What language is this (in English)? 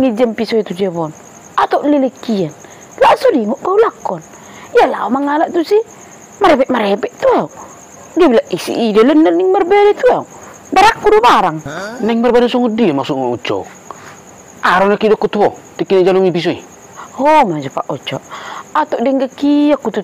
Batak Toba